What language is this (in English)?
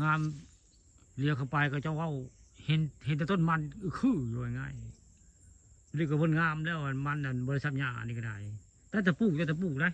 Northeastern Thai